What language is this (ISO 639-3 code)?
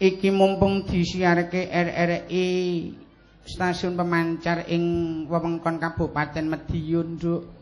jav